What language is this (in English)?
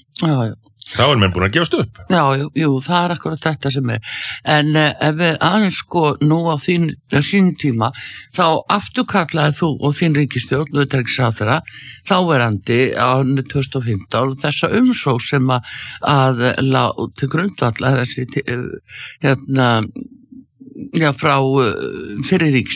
Icelandic